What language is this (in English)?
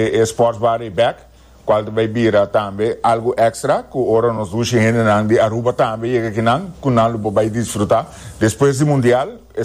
Papiamento